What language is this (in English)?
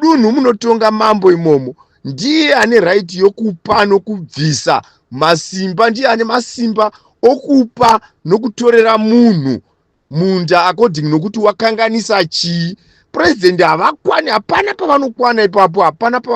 Shona